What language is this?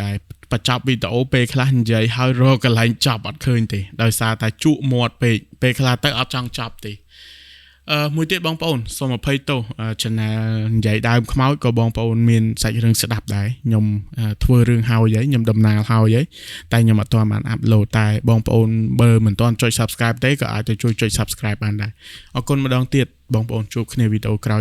Khmer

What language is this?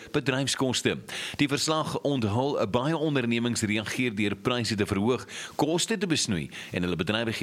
Afrikaans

